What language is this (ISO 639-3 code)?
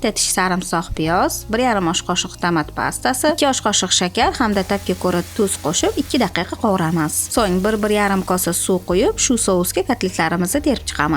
uzb